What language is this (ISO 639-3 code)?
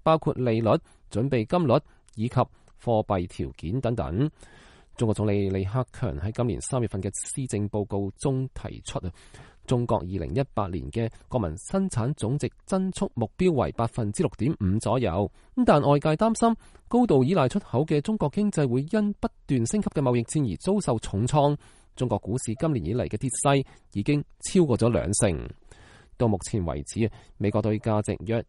yue